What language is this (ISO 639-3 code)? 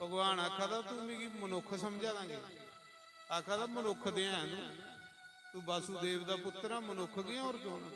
doi